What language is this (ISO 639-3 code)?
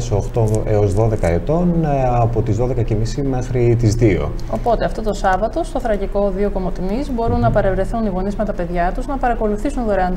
ell